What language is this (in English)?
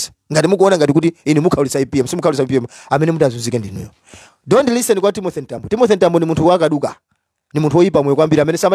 Nyanja